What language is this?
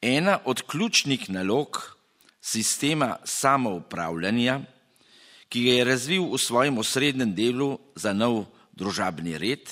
Slovenian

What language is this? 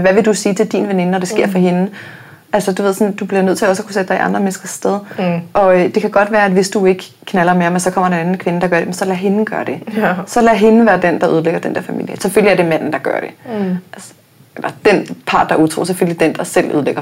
Danish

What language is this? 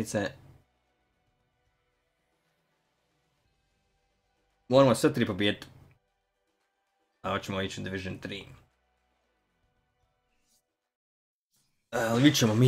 Bosnian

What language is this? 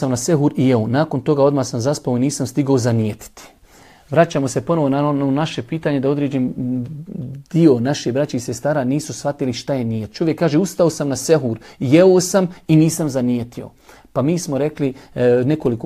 Bosnian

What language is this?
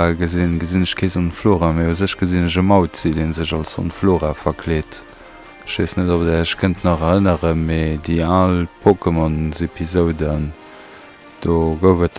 Luxembourgish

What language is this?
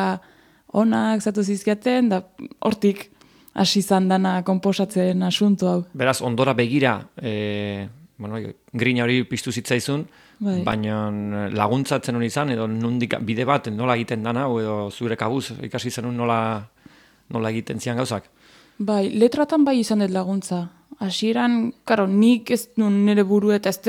Basque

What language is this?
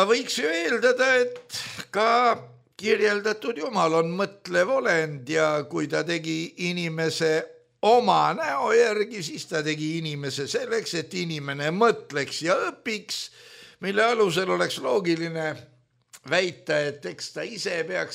Estonian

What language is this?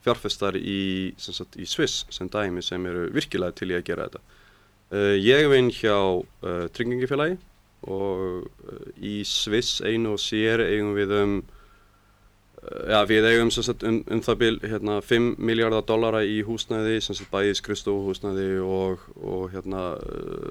Icelandic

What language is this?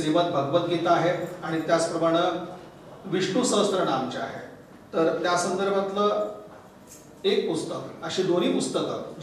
Marathi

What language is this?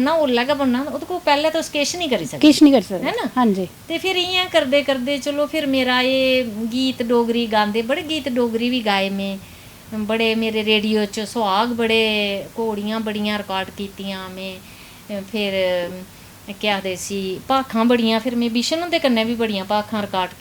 Dogri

